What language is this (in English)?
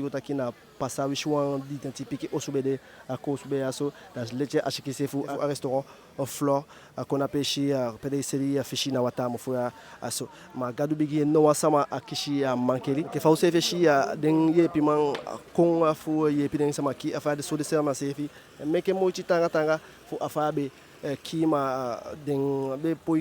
Eastern Maroon Creole